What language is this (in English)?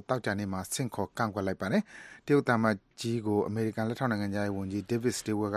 Burmese